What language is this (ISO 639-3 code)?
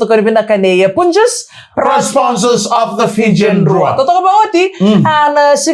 fij